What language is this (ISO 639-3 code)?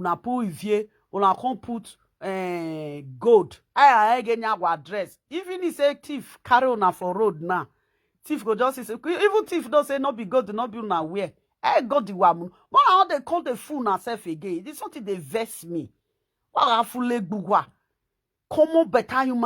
pcm